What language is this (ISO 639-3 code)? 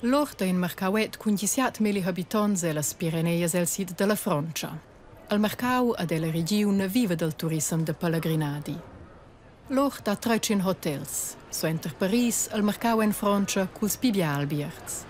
roh